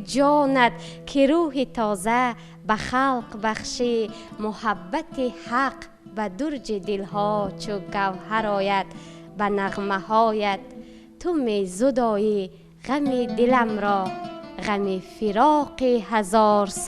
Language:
Tajik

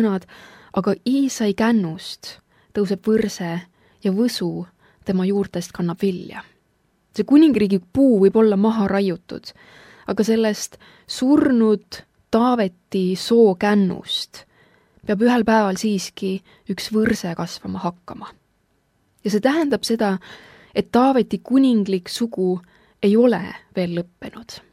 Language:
Estonian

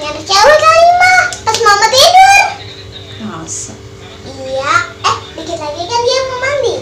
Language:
Betawi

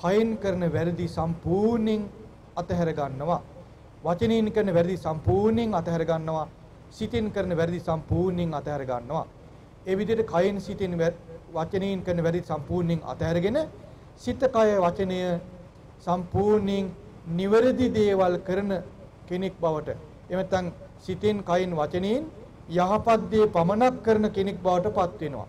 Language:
Sinhala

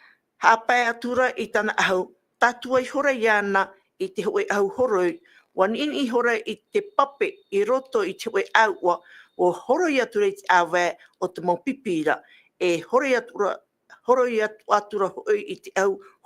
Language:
Tahitian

